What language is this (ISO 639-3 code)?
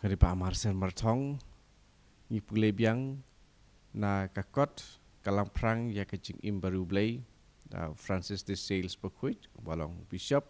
kha